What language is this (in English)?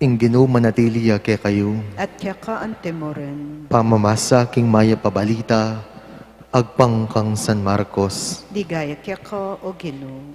Pampanga